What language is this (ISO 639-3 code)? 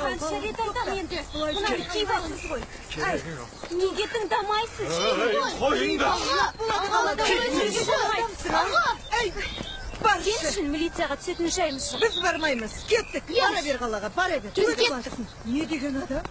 kaz